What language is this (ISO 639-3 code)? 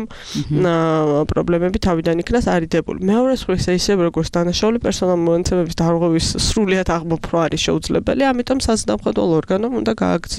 kat